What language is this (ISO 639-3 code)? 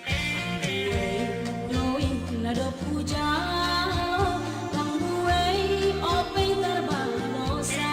bts